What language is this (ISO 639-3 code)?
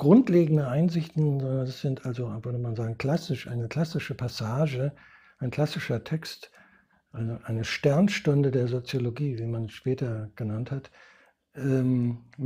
deu